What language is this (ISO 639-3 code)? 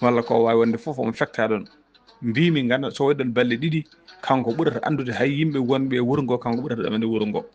ful